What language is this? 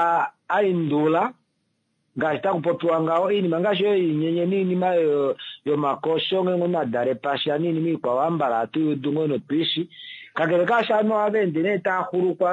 Kuanyama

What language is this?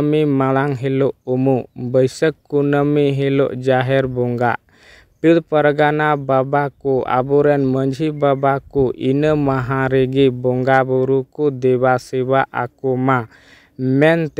Santali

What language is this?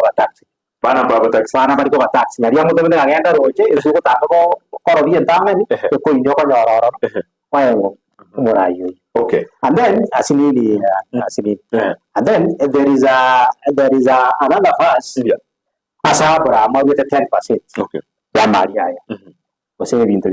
Gusii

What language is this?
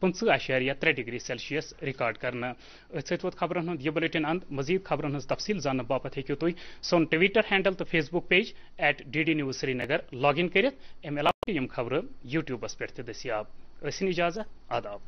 Kashmiri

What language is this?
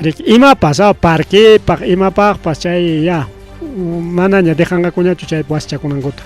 Ayacucho Quechua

